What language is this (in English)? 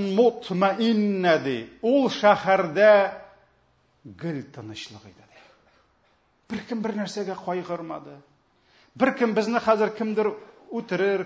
Tatar